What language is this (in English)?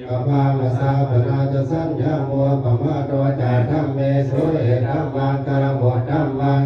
Pali